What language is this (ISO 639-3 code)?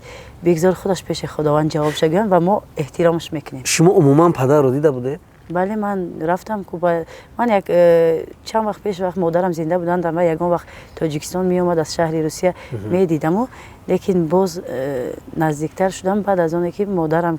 tgk